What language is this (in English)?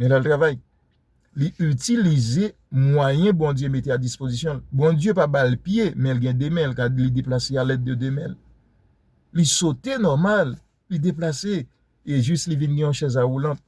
Haitian Creole